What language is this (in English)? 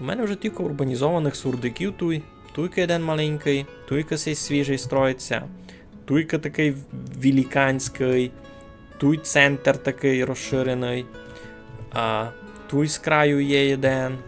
Rusyn